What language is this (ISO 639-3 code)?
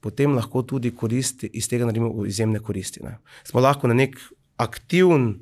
slv